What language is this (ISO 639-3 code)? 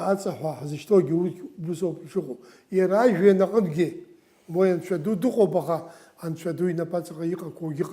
abk